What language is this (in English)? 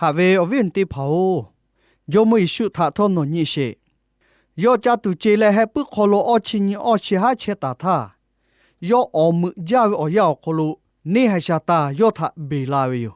Lahu